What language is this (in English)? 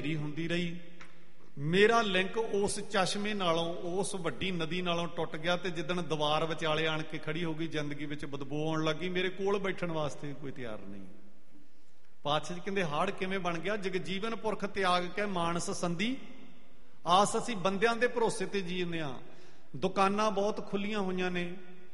Punjabi